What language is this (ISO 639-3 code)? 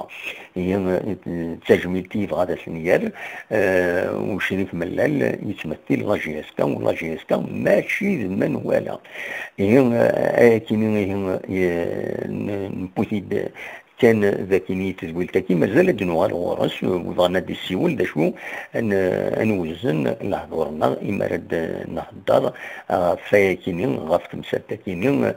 kab